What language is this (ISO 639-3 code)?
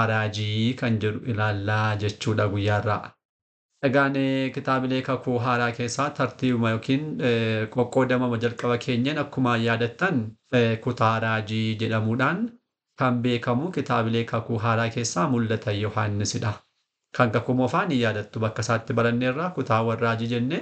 orm